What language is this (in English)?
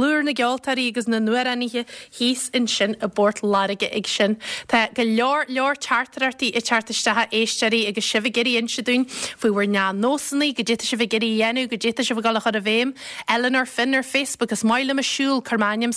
Irish